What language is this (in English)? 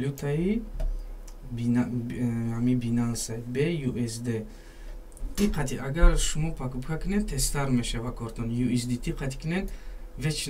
Tajik